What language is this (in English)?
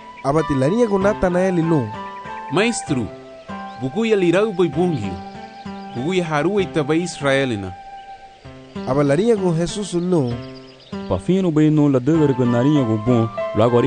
Garifuna